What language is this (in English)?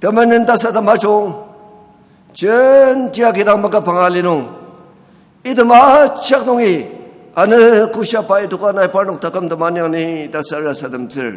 Ao Naga